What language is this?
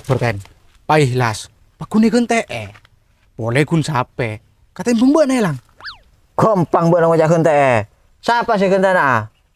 Madurese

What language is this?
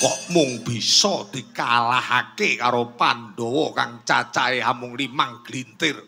Javanese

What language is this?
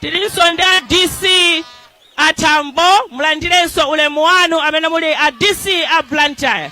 Nyanja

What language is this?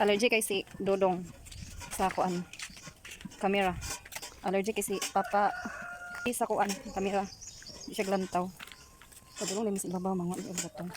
Cebuano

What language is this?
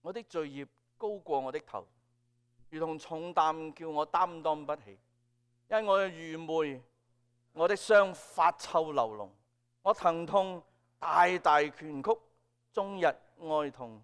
Cantonese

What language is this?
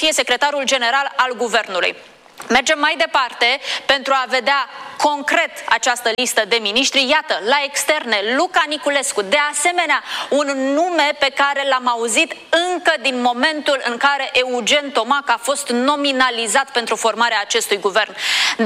Romanian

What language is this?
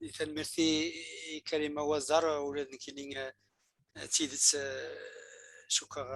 Kabyle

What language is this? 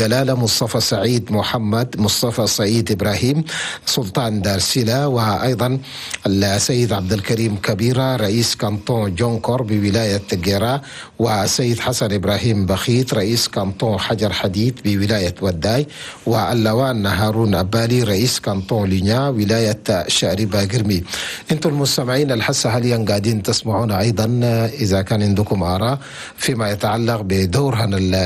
Chadian Arabic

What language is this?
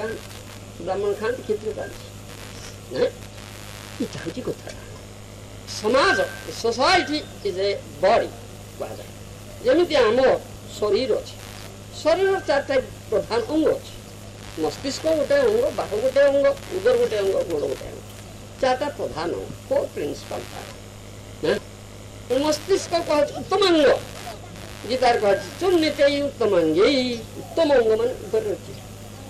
Odia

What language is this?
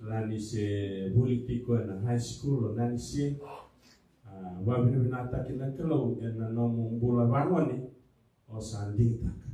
Fijian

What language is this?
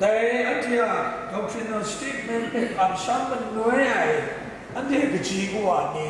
Kachin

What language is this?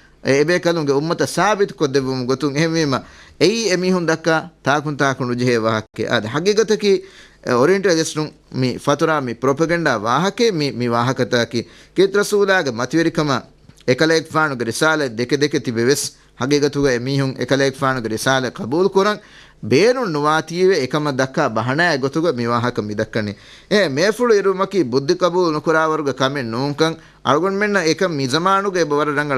Divehi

